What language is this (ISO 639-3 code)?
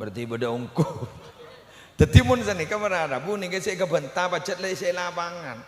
mad